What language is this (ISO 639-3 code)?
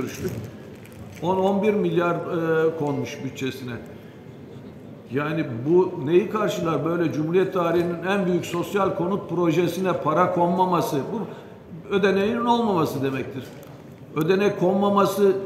tur